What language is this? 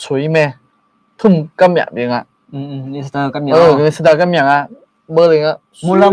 Akha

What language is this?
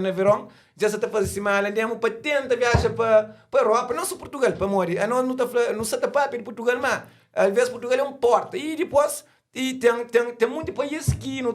Kabuverdianu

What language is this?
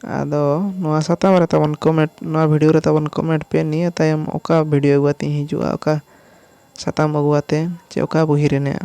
Santali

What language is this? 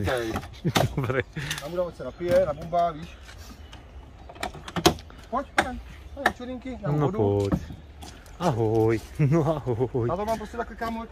Czech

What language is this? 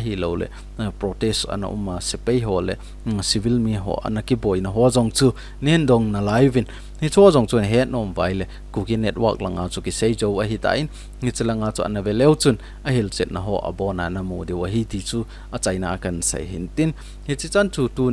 Thado Chin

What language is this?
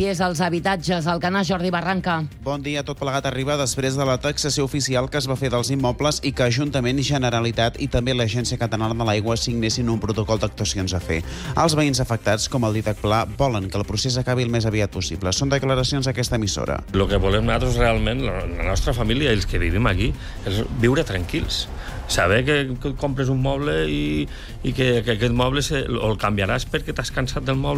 Catalan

